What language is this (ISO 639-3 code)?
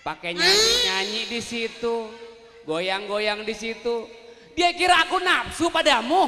bew